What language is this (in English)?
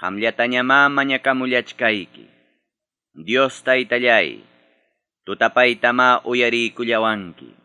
Ayacucho Quechua